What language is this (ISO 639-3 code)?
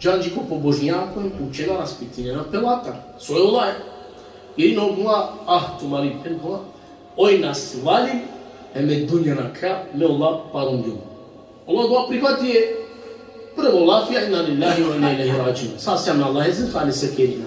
rmn